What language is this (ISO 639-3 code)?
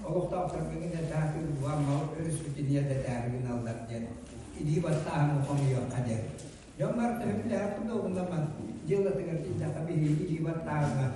sah